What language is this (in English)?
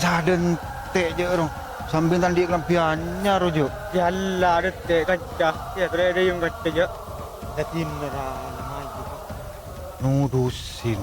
Madurese